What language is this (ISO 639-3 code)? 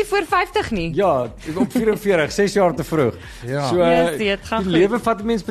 afr